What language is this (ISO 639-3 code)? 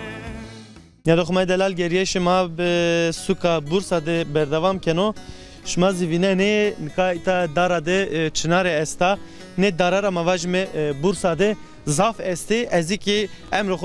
zza